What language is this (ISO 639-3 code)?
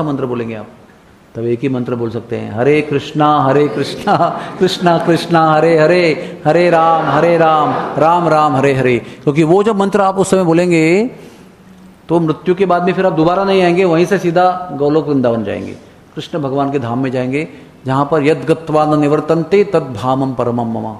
hin